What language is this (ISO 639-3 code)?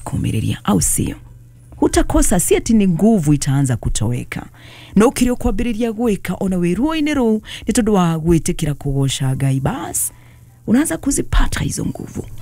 kik